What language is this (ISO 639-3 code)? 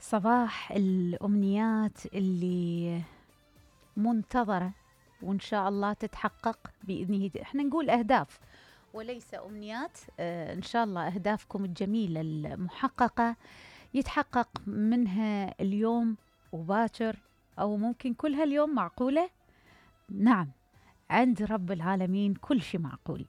acm